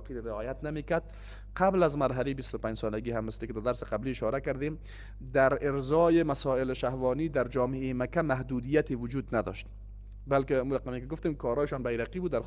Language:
Persian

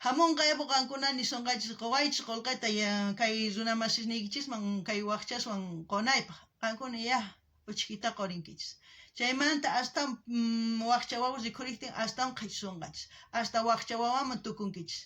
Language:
South Bolivian Quechua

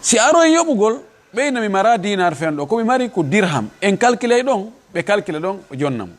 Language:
Fula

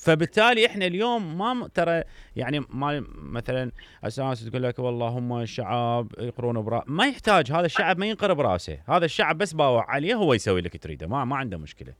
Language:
Mesopotamian Arabic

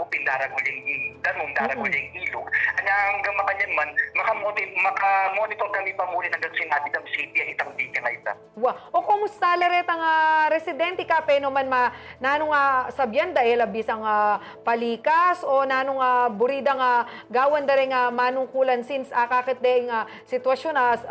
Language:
Pampanga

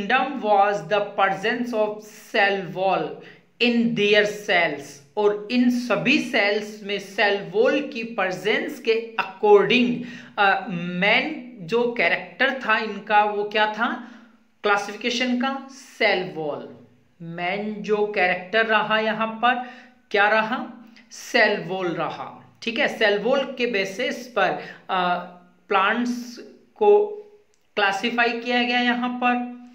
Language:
Hindi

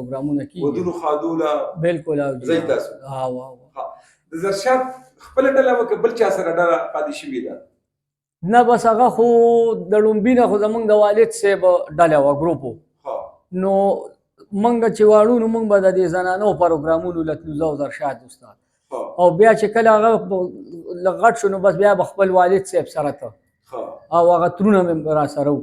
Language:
Pashto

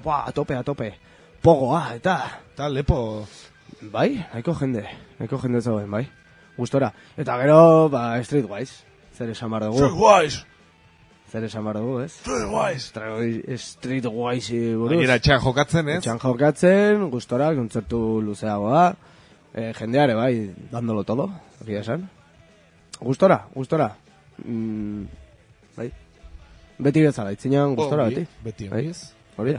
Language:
Basque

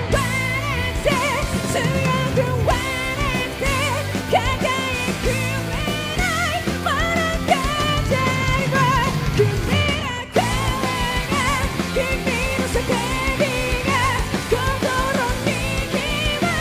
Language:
Japanese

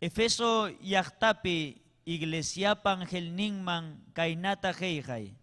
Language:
Ayacucho Quechua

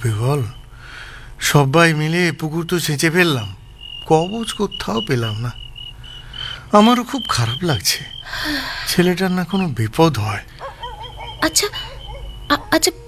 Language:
Bangla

